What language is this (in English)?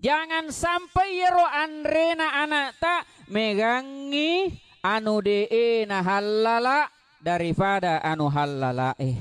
Buginese